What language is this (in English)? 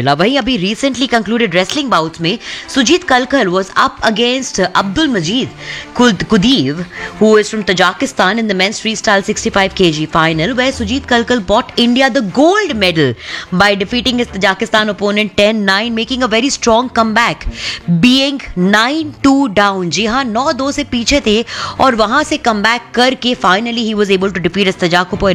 Hindi